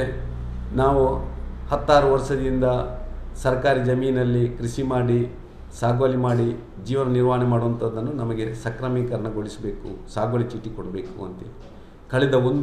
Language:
Kannada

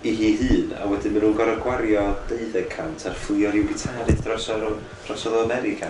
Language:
Welsh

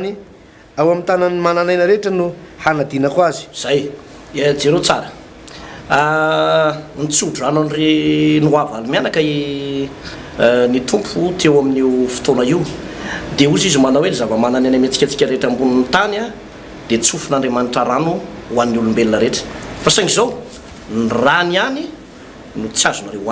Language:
Malagasy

